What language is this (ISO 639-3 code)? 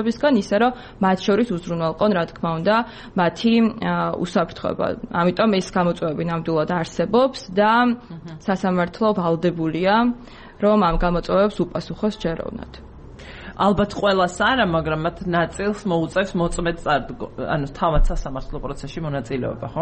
kat